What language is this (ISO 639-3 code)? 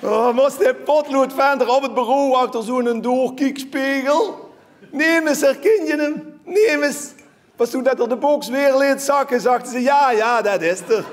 lim